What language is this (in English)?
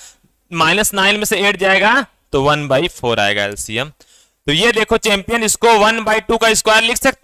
Hindi